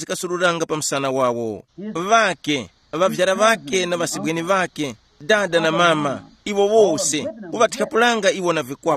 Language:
Tumbuka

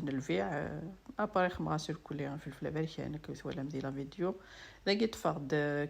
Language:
Kabyle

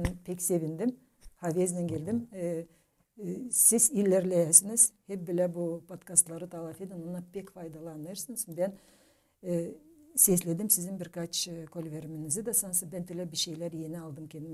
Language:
Gagauz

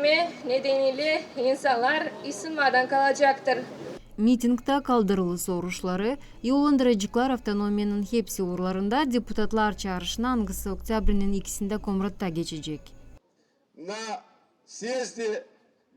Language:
Gagauz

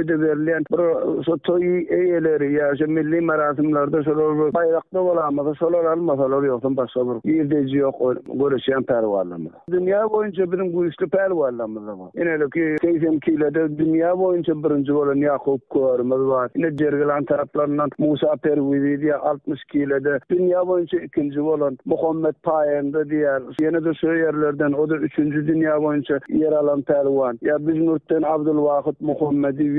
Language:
Turkmen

